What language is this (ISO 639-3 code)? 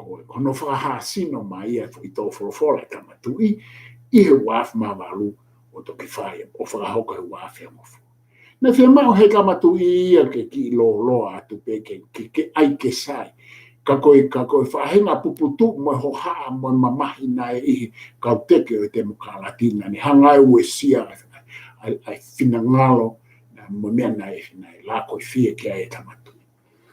ton